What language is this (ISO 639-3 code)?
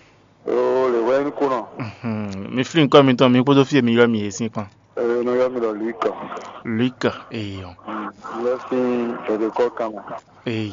fon